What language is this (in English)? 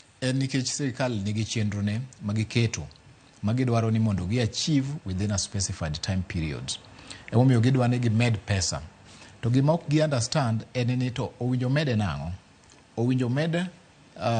Luo (Kenya and Tanzania)